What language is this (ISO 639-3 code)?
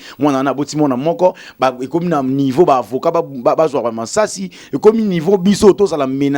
lin